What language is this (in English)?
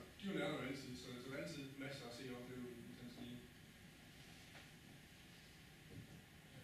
Danish